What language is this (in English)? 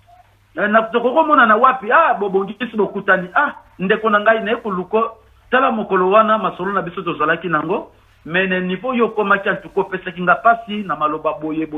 Lingala